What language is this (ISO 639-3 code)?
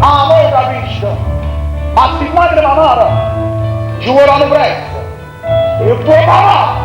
nap